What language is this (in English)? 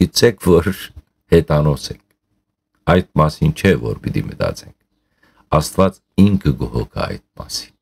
Western Armenian